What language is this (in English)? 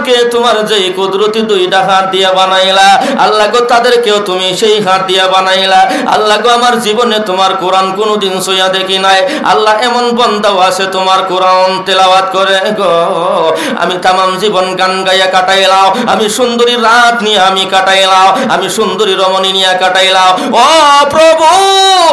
Sylheti